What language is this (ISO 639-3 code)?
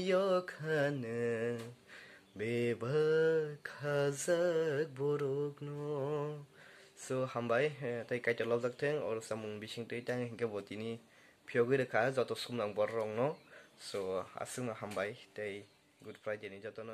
trp